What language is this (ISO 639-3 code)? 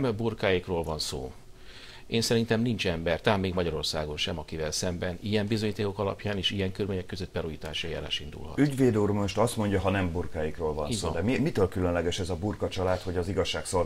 hun